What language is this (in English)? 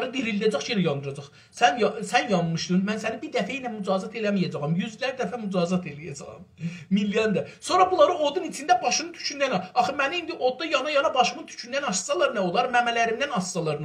South Azerbaijani